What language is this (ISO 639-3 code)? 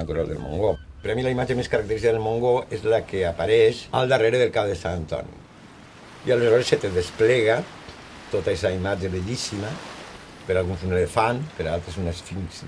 cat